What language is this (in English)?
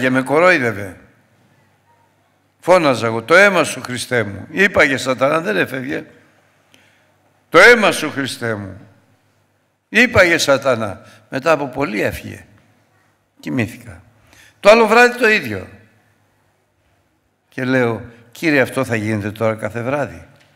Greek